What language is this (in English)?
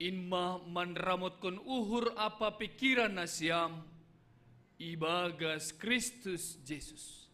Batak Simalungun